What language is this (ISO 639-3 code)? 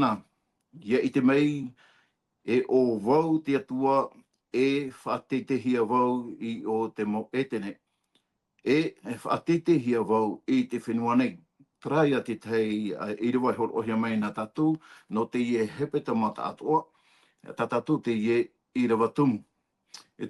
tah